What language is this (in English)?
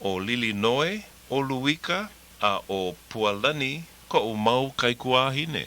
Hawaiian